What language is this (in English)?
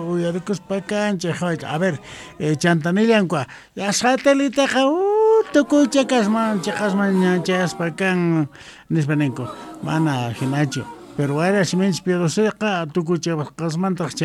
South Bolivian Quechua